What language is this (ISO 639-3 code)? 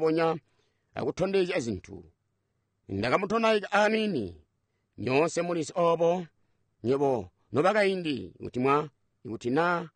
toi